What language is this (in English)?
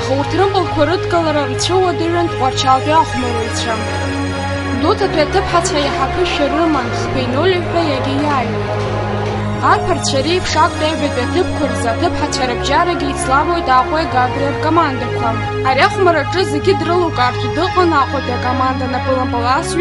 Abkhazian